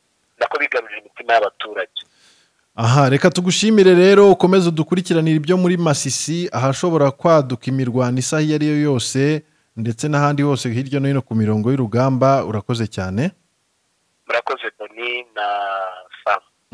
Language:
Kinyarwanda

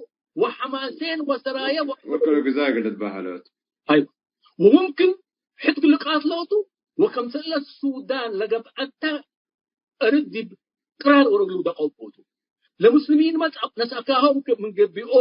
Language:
Tigre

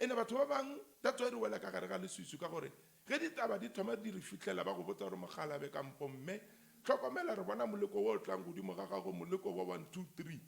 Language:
Northern Sotho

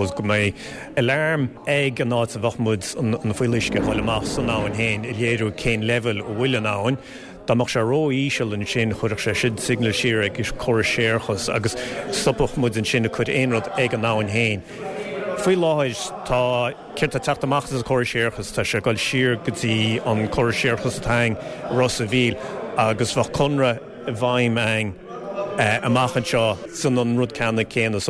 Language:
Irish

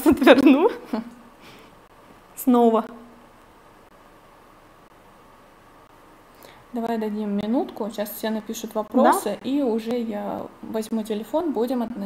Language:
Russian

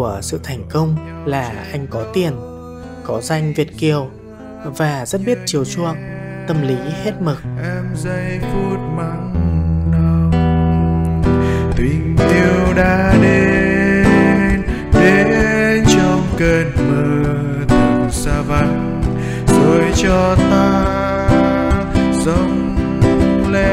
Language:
Vietnamese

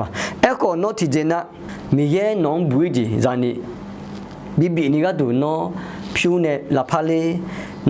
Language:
Akha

